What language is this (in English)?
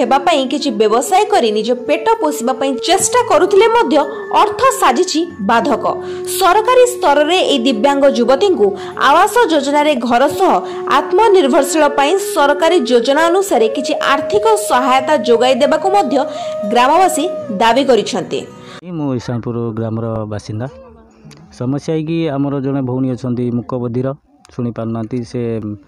Odia